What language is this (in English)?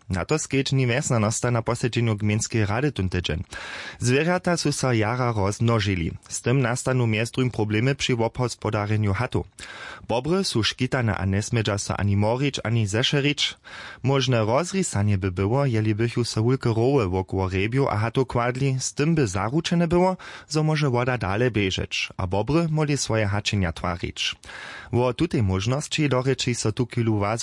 Upper Sorbian